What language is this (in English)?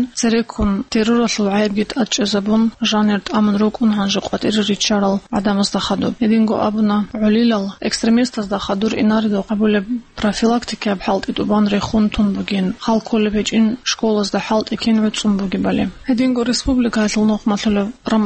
Avaric